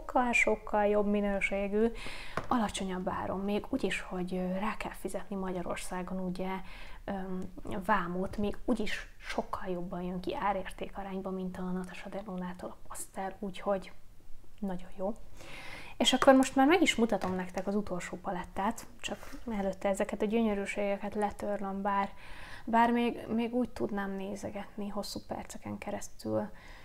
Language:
Hungarian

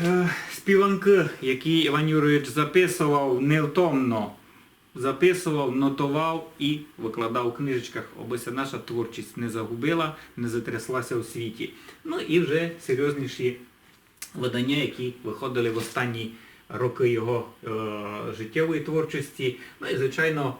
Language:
Rusyn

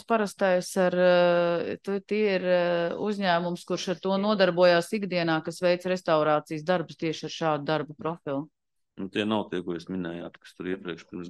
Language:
Latvian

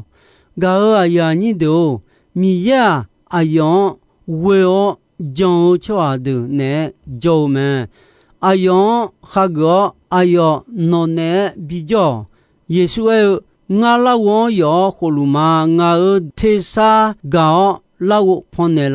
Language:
Akha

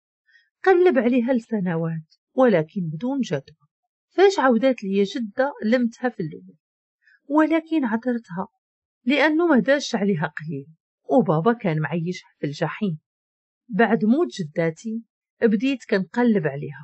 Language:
Moroccan Arabic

